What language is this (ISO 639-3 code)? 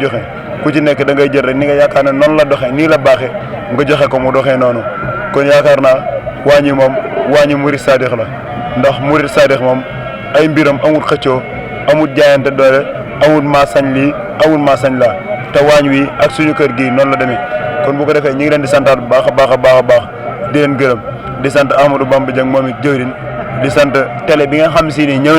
wol